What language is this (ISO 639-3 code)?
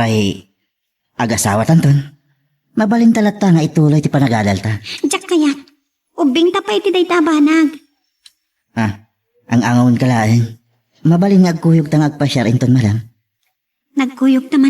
ilo